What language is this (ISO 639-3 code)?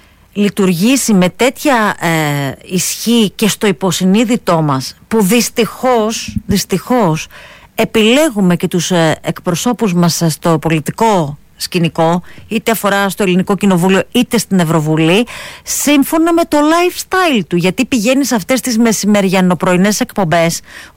ell